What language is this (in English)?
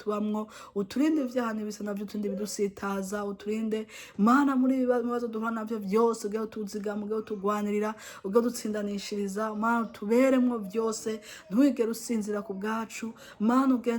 Rundi